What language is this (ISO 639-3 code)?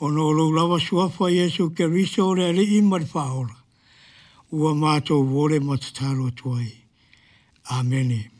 smo